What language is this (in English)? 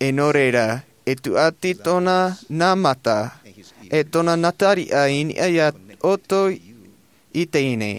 Tahitian